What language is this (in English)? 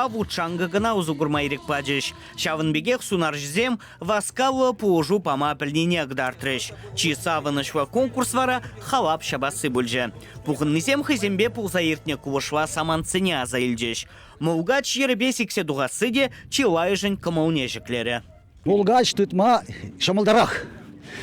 Chuvash